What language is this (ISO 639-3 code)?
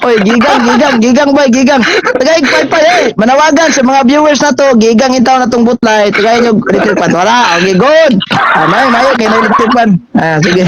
ceb